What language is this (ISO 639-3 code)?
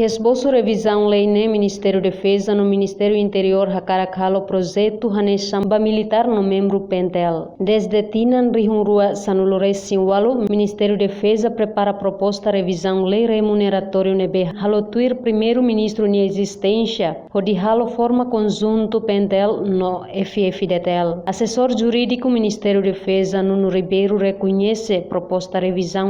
tet